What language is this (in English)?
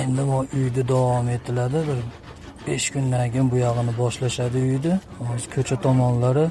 Uzbek